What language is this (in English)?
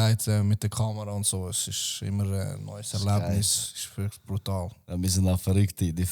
Swiss German